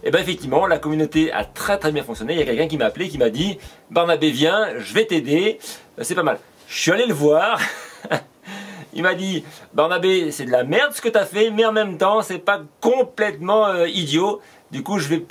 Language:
French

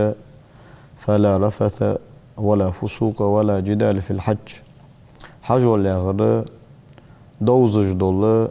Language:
Ingush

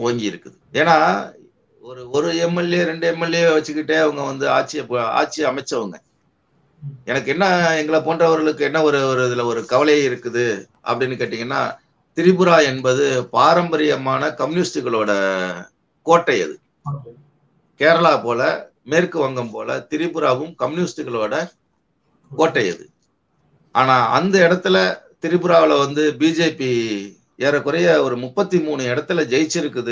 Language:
Tamil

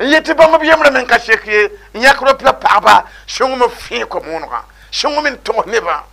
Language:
Mossi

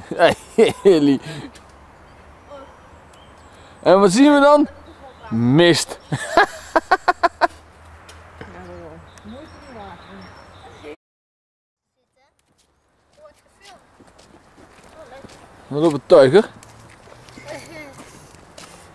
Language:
Dutch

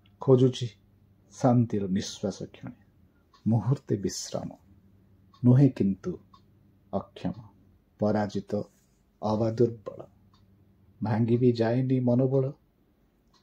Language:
Odia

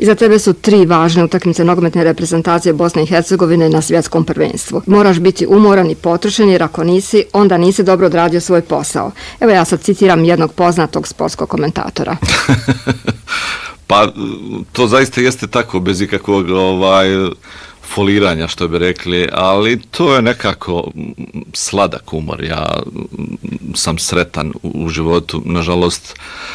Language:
Bosnian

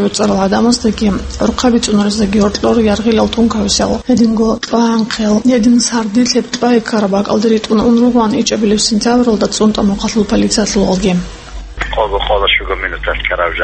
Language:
Avaric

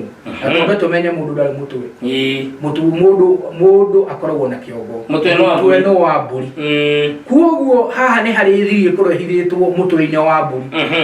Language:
Kikuyu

